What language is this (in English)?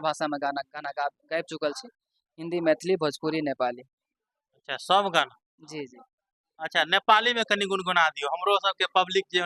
Maithili